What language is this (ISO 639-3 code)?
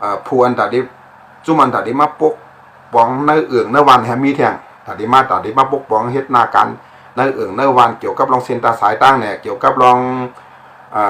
shn